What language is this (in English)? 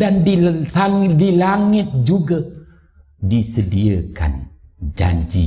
Malay